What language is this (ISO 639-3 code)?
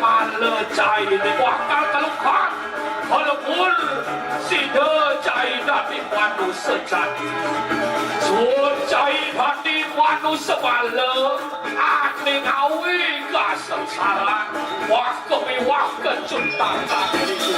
ban